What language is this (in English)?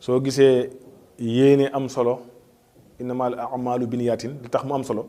Wolof